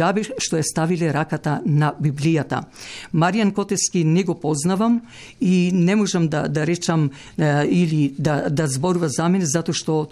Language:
Macedonian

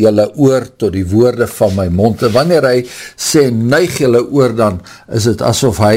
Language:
Afrikaans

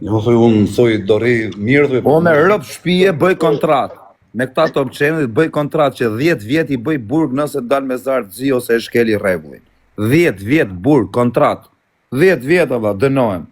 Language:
Albanian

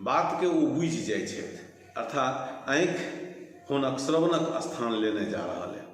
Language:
Maithili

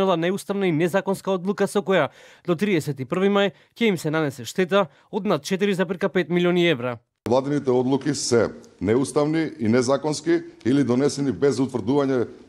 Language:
Macedonian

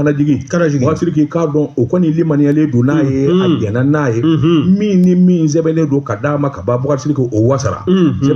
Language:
Bambara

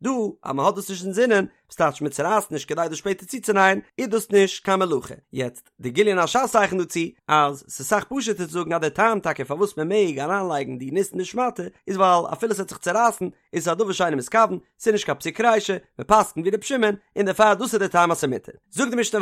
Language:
Yiddish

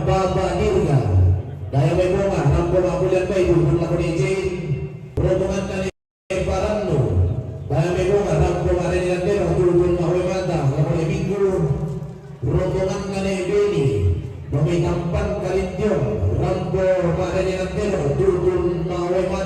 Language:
Toraja-Sa'dan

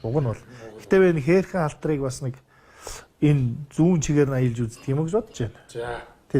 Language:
Mongolian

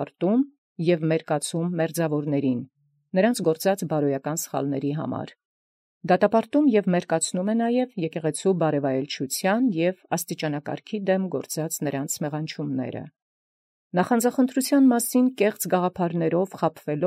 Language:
Armenian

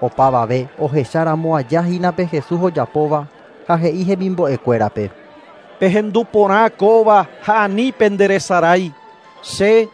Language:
Guarani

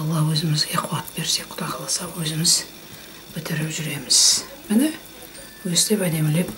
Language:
Kazakh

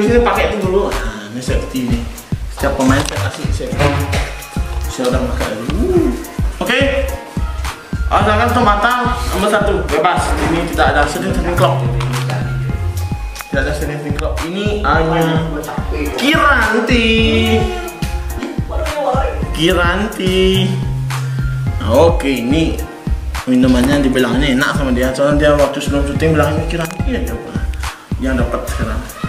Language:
Indonesian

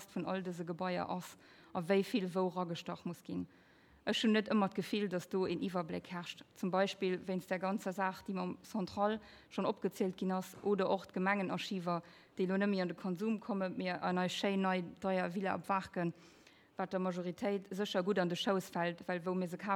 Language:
Luxembourgish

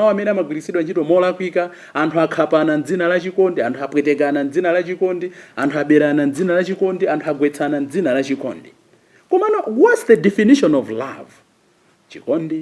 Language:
Nyanja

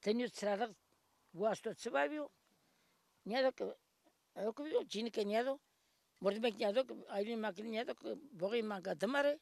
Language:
Zaza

